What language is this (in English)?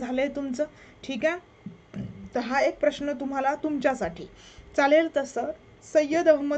Marathi